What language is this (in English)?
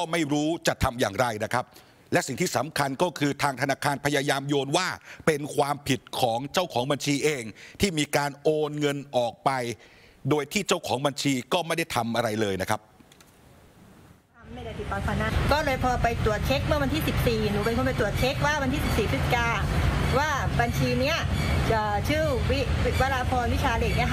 Thai